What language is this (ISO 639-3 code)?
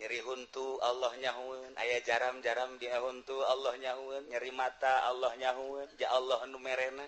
sun